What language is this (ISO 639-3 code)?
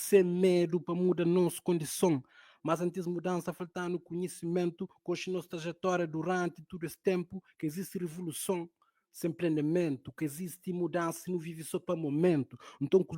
kea